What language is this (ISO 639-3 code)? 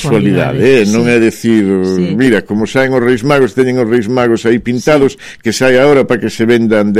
glg